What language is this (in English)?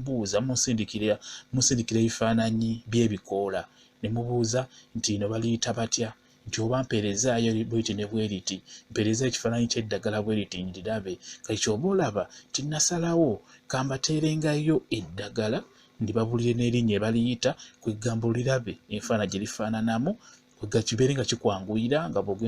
Ganda